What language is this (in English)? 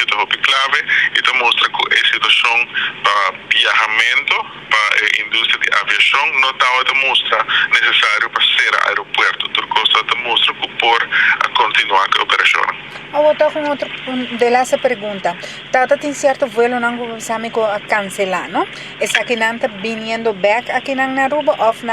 Papiamento